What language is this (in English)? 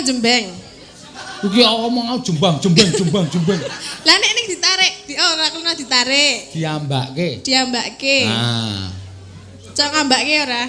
Javanese